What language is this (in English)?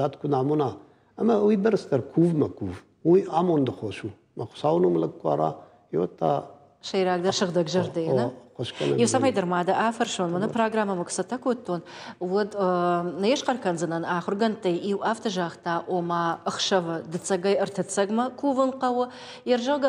Ossetic